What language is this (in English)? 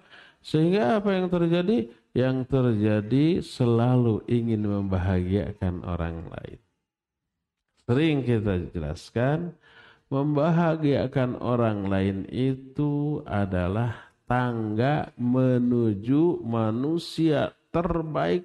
Indonesian